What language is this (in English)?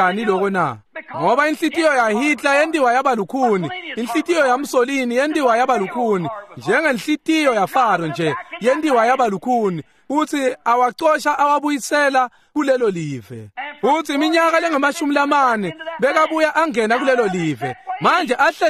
Swati